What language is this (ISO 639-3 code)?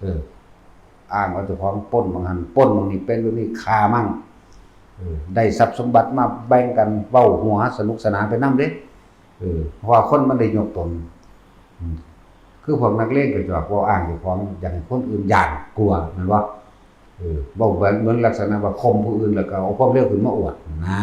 tts